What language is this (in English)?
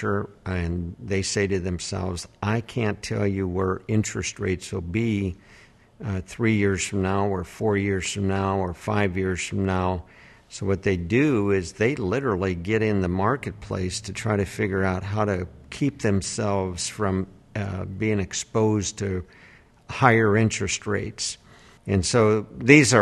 English